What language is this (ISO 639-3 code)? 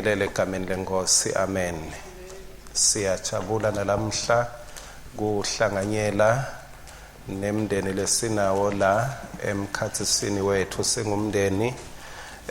ssw